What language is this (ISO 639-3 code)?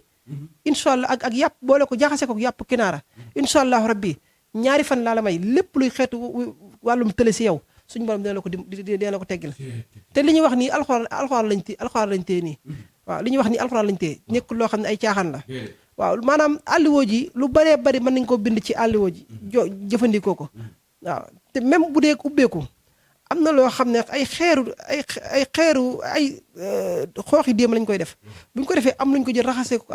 wol